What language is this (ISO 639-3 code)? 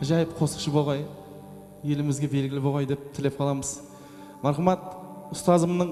kaa